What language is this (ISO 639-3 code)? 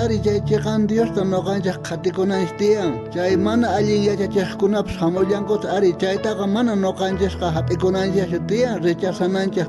quh